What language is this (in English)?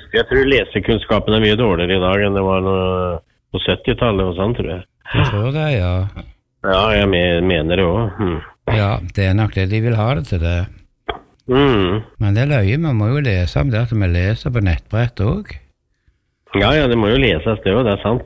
Norwegian